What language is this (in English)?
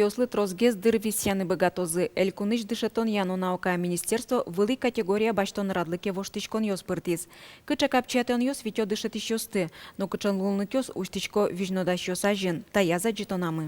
Udmurt